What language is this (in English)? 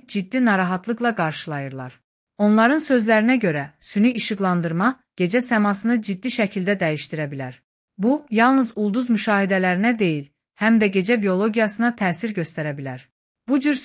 Azerbaijani